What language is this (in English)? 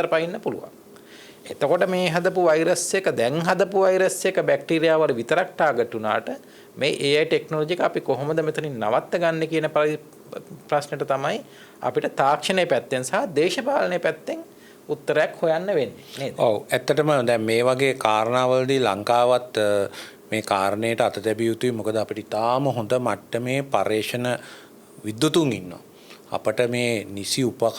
Sinhala